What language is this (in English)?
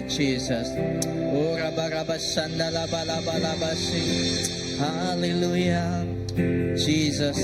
Iban